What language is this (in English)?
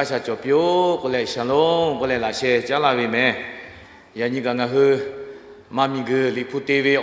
Lahu